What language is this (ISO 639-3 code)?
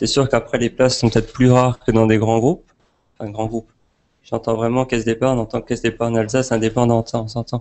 fra